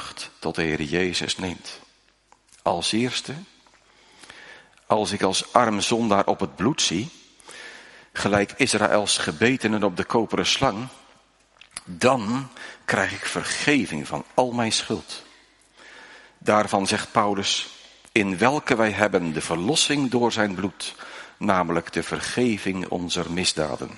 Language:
Dutch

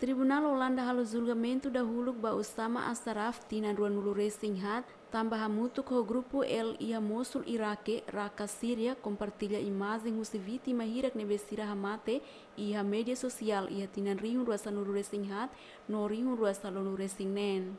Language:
Tetum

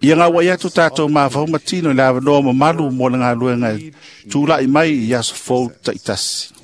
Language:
Samoan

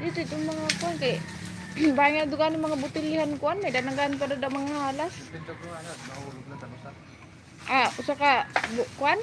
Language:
Waray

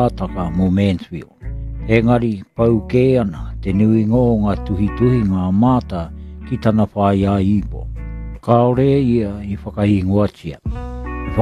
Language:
Māori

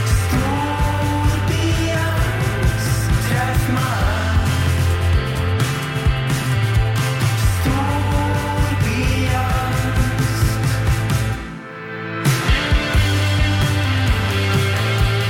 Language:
Norwegian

